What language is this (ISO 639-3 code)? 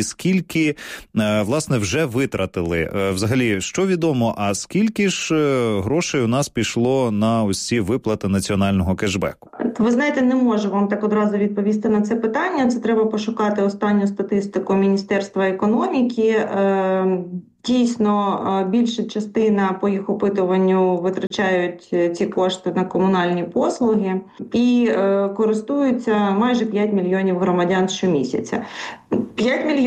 ukr